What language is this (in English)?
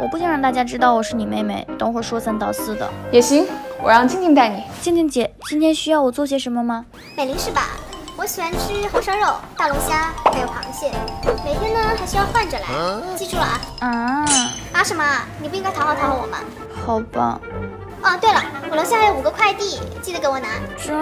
Chinese